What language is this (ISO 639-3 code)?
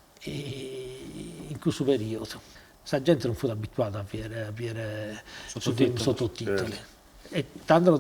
srd